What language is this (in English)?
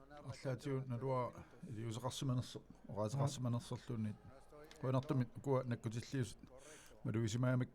Kalaallisut